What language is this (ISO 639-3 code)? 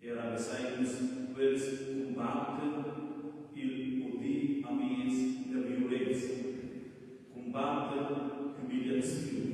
roh